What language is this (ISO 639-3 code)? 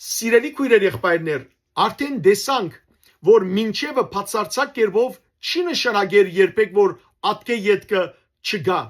hyw